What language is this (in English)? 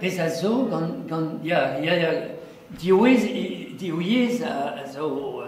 Breton